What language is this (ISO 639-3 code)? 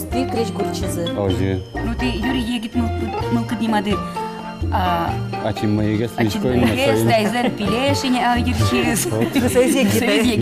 udm